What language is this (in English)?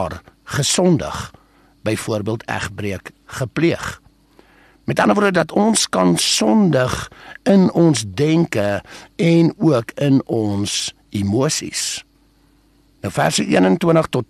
Afrikaans